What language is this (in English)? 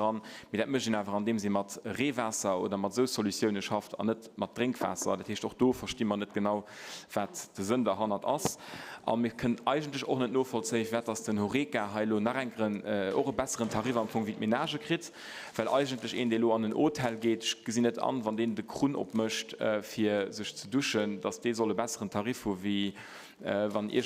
Luxembourgish